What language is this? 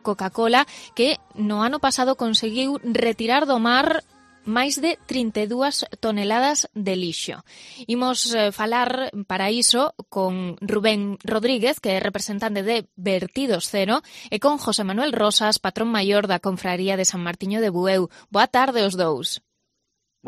Galician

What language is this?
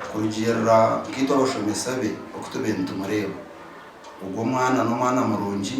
Nyankole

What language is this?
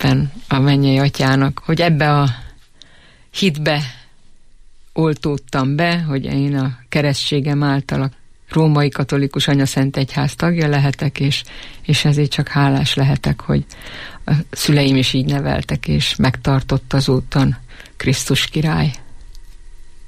Hungarian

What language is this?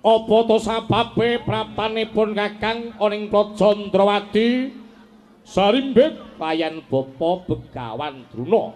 Javanese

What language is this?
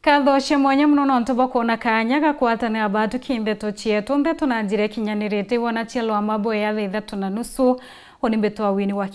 Meru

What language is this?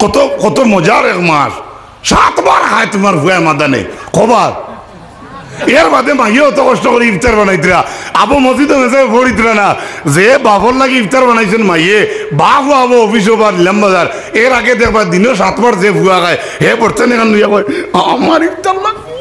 Sylheti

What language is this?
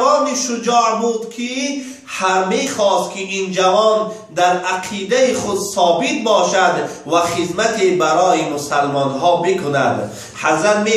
Tajik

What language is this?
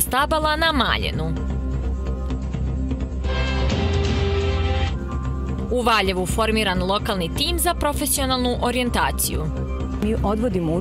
Serbian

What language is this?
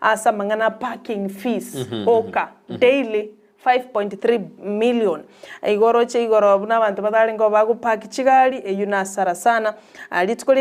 Gusii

